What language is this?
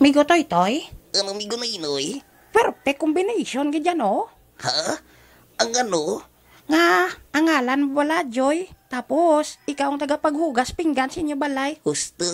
Hiligaynon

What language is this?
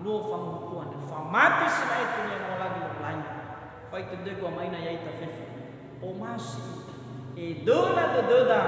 Nias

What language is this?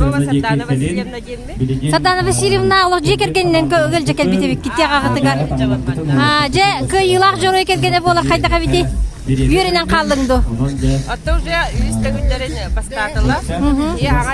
Yakut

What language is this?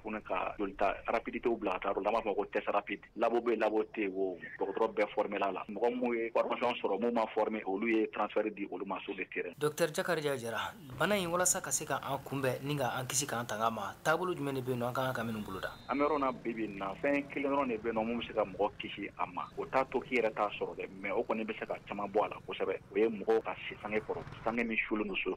Bambara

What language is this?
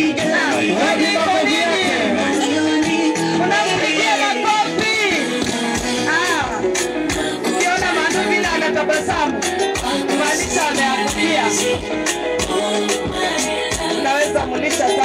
Swahili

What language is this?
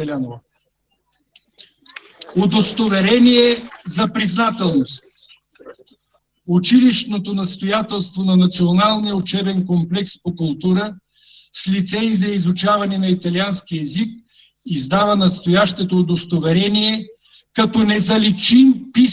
Bulgarian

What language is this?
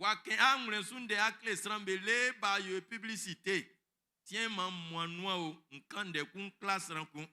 Baoulé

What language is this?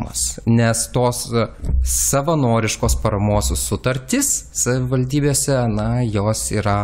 Lithuanian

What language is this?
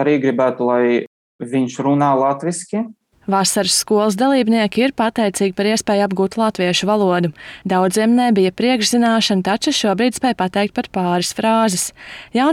Latvian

